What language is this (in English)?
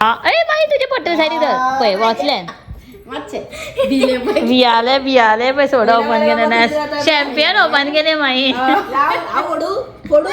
Konkani